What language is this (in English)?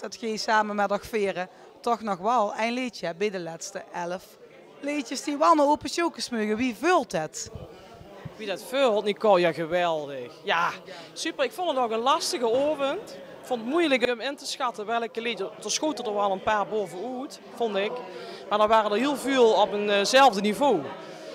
Limburgish